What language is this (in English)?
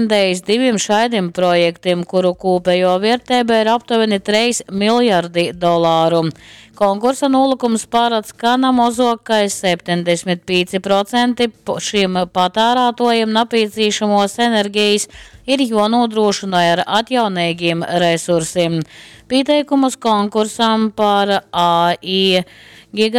Latgalian